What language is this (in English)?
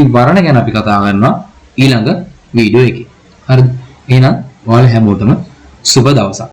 Sinhala